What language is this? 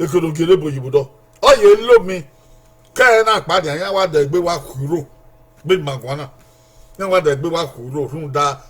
Bini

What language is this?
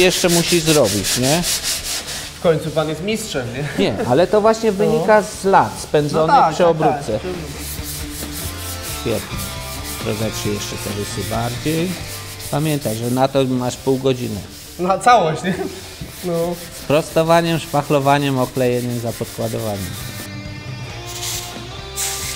Polish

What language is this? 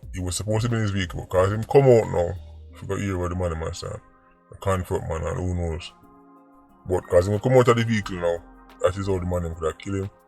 Jamaican Creole English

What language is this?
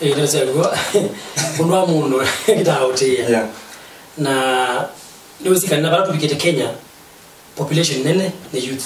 Kamba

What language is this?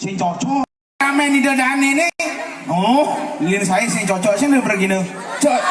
Balinese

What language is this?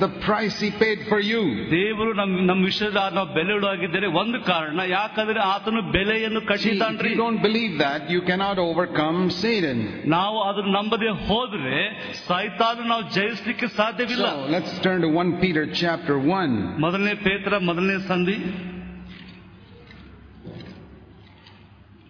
Kannada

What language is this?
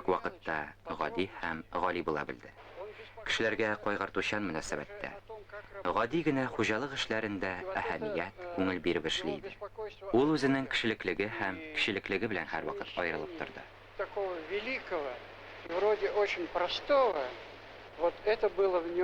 Tatar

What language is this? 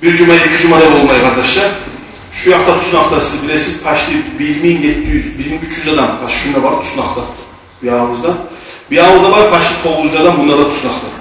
Kumyk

